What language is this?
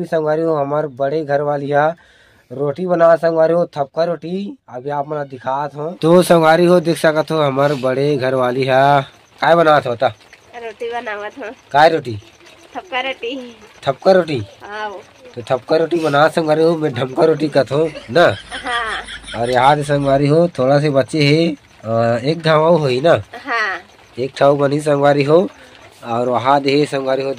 Chhattisgarhi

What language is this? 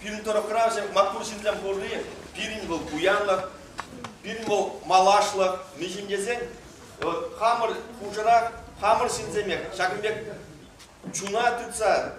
Chuvash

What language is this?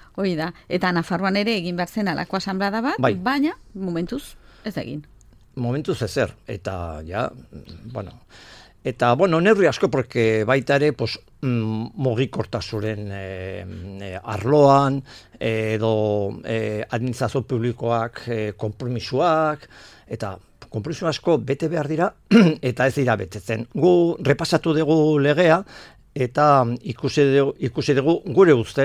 Basque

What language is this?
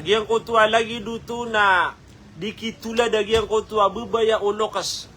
Maranao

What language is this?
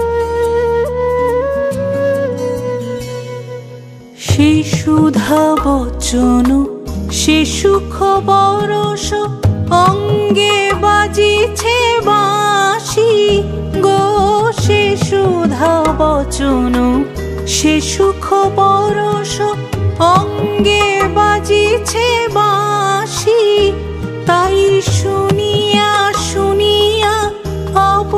Bangla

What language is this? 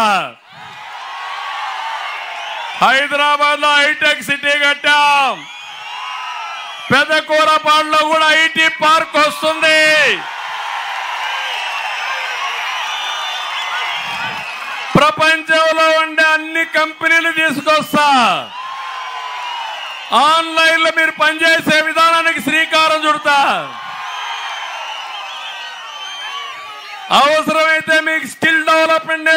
Telugu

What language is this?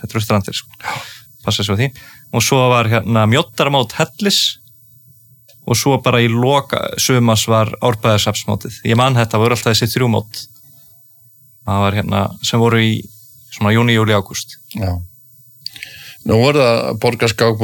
Icelandic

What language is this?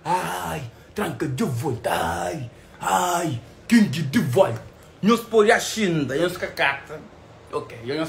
Kabuverdianu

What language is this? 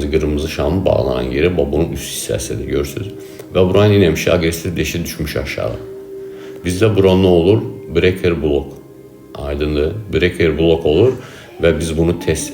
Azerbaijani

